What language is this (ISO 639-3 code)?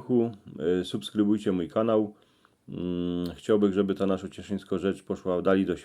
szl